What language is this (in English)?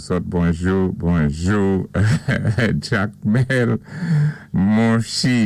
Saint Lucian Creole French